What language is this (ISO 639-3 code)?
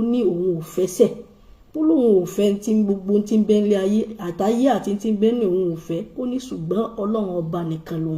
yor